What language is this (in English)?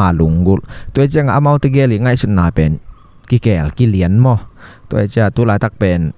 Tedim Chin